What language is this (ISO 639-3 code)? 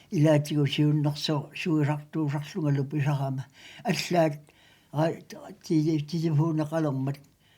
kal